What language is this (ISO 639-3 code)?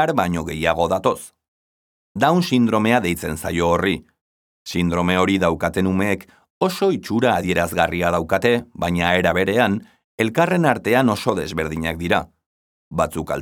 eus